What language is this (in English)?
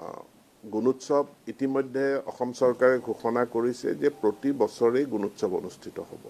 Assamese